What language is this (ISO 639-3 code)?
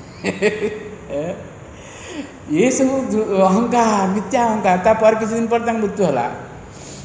ori